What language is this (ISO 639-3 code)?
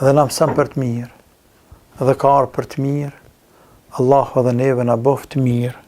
sqi